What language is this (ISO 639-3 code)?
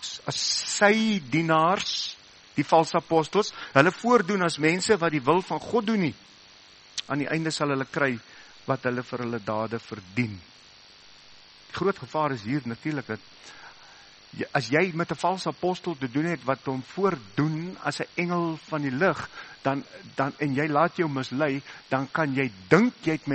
afr